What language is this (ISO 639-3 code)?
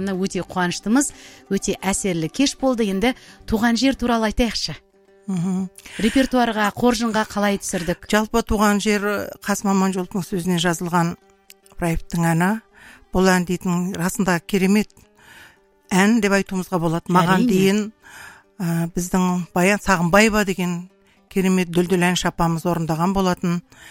kaz